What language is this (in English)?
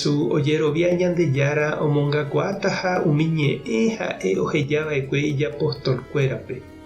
Guarani